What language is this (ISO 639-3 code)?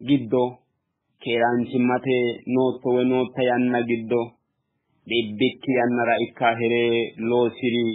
sid